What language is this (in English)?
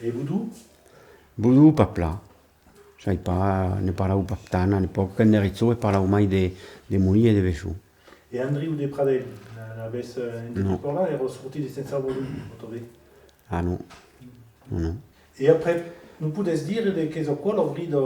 Occitan